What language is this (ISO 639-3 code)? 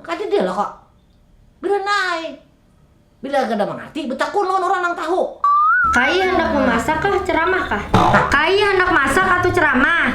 bjn